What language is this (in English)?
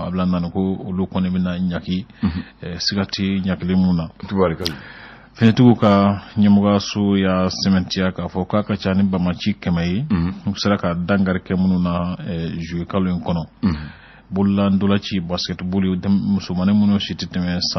Bambara